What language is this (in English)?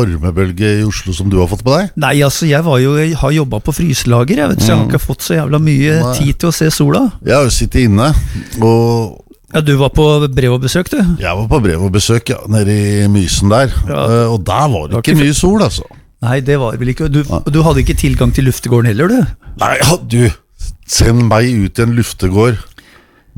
Norwegian